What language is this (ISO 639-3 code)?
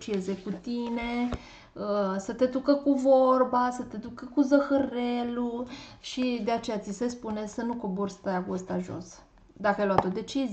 ron